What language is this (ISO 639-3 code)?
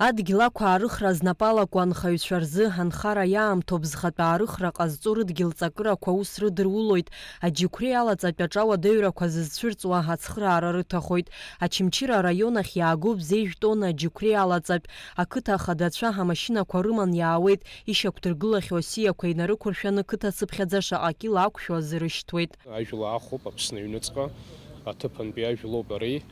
abk